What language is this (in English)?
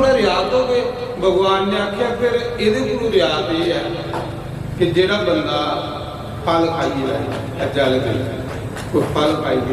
Dogri